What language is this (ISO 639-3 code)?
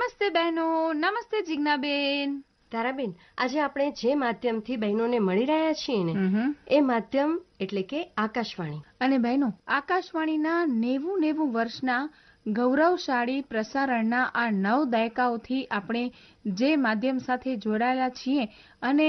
guj